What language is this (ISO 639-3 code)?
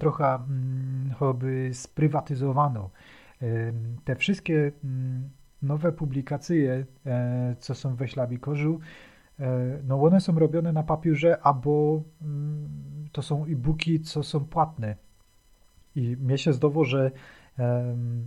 szl